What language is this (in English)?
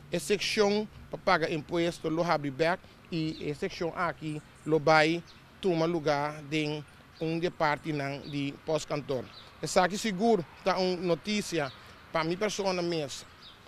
Papiamento